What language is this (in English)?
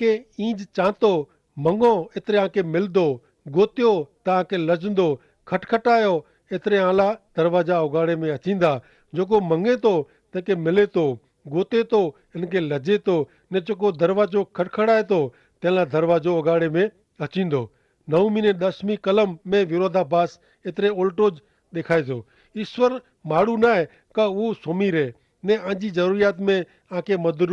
Kachhi